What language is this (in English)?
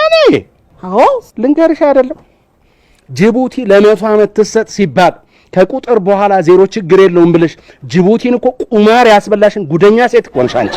Amharic